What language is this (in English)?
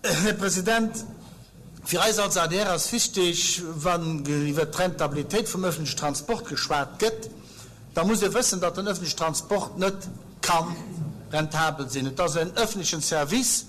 Luxembourgish